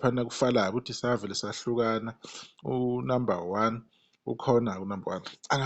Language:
Zulu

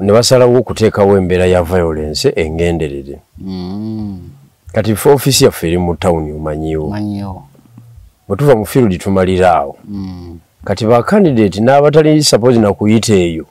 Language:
Ganda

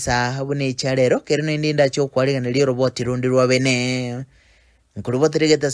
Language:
Gusii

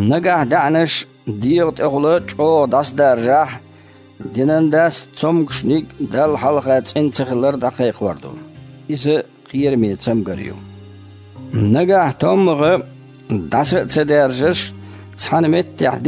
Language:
Chechen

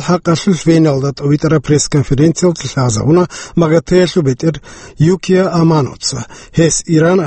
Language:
Avaric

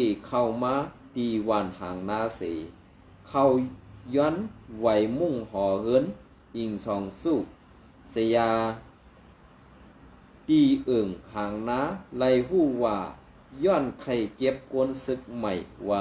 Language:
Shan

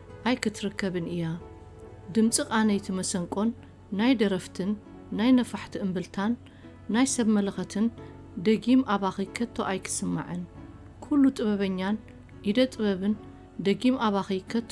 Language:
Tigrinya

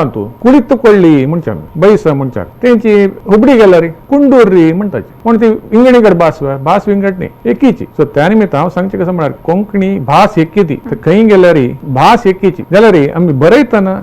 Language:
Konkani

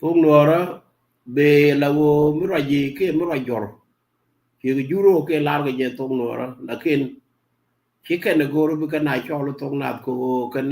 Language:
Nuer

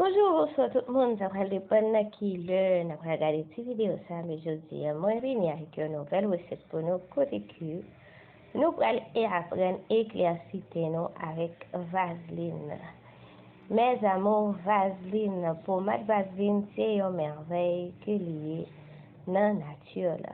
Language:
Haitian Creole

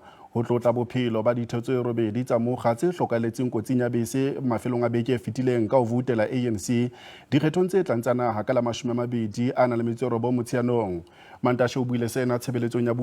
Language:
Southern Sotho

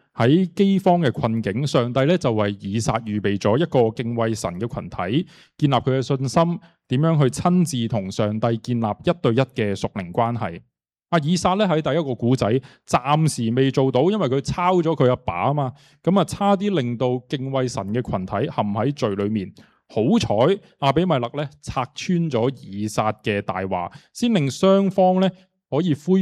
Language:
Cantonese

